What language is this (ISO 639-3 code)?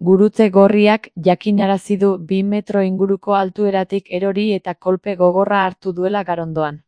eus